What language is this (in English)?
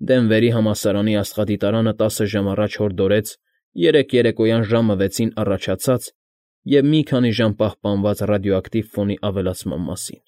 Armenian